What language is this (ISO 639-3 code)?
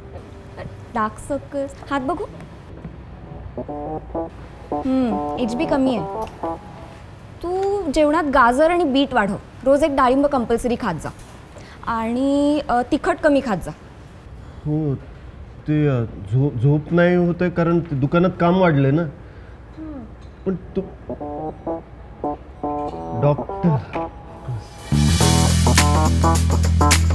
mar